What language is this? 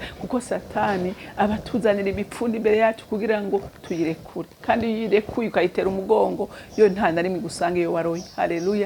Rundi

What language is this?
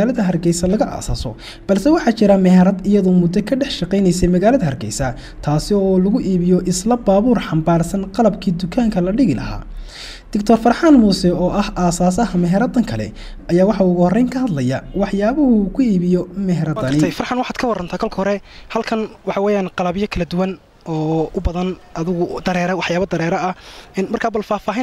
Somali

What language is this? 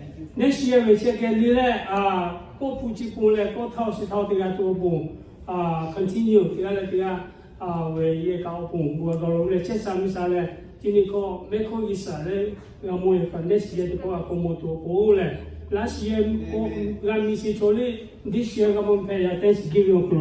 Lahu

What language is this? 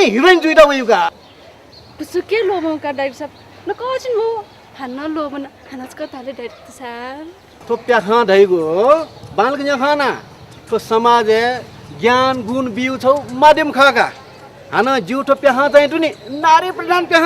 Newari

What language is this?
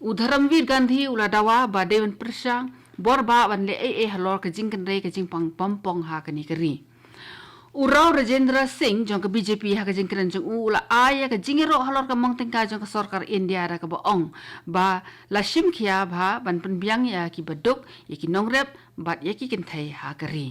Khasi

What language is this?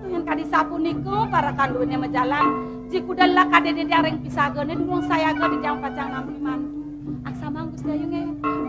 Balinese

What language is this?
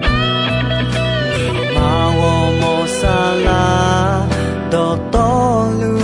Akha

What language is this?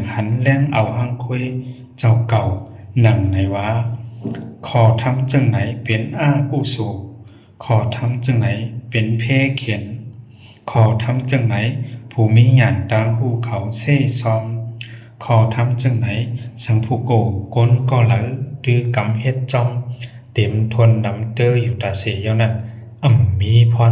Shan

